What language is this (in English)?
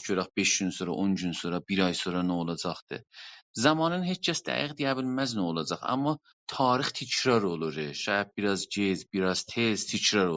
South Azerbaijani